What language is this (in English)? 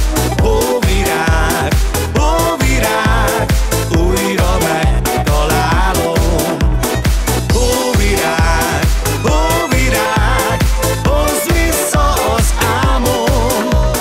Hungarian